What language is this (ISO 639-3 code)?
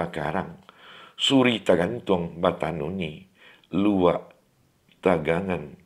min